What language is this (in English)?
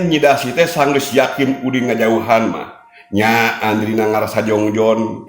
Sundanese